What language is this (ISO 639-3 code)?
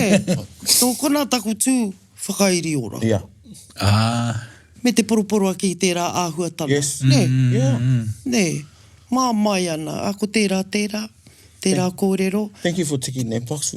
mri